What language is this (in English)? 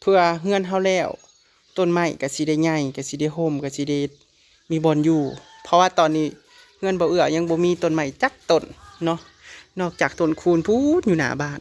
Northeastern Thai